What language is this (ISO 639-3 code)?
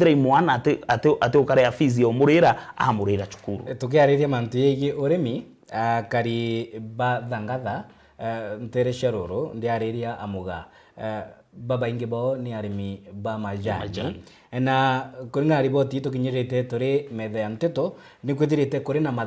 mer